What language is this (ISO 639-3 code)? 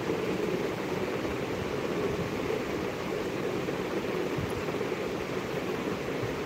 ori